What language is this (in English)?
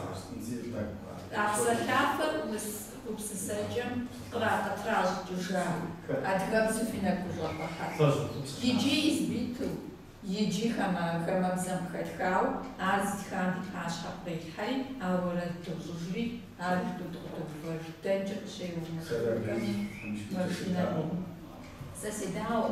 Kabardian